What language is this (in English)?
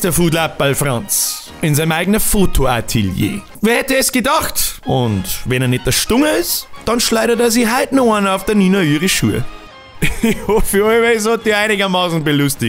Bavarian